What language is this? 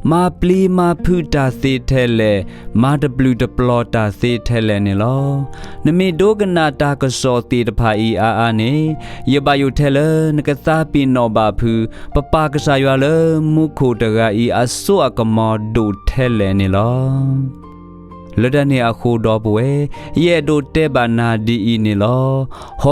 S'gaw Karen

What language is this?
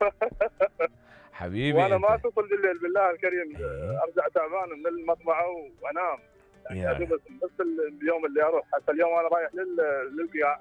Mesopotamian Arabic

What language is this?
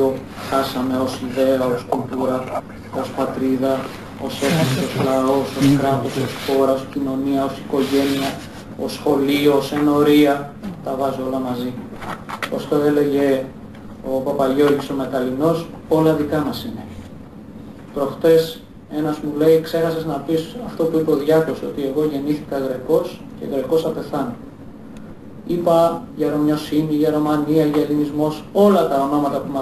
Greek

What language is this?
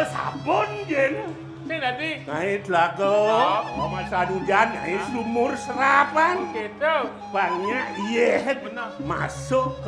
Balinese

